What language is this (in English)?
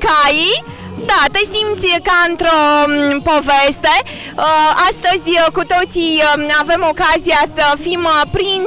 Romanian